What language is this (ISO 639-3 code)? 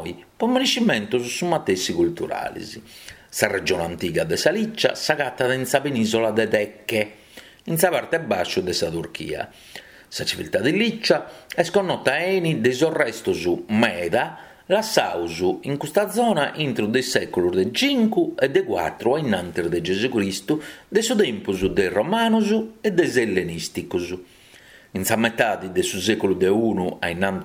srd